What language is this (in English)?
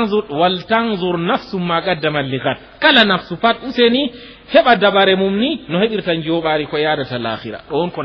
Fula